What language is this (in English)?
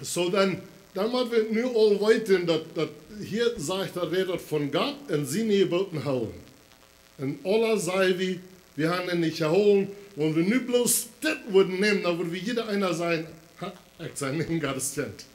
Plautdietsch